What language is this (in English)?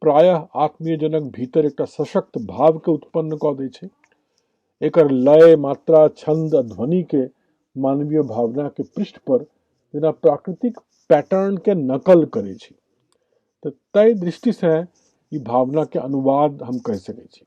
Maithili